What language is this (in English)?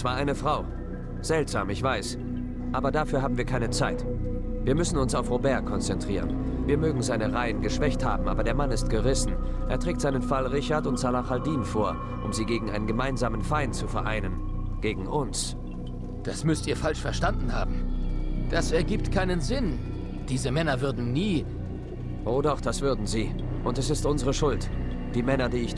Bavarian